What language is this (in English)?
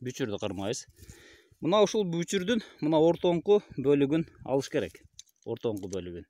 Kyrgyz